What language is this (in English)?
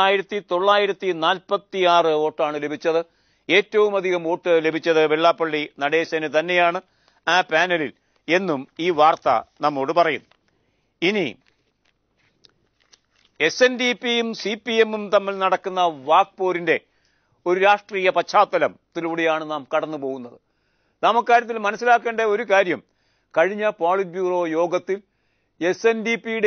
Malayalam